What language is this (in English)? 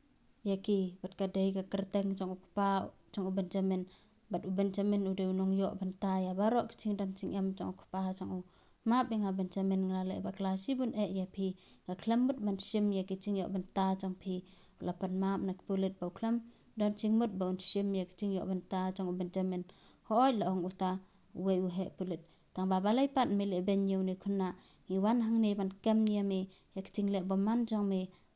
Khasi